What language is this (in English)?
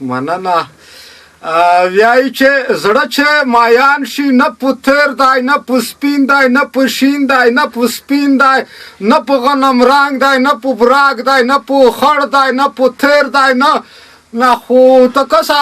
Pashto